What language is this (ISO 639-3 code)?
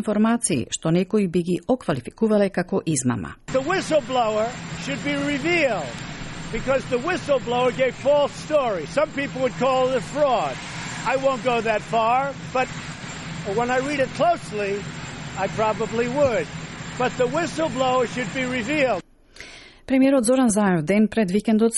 mkd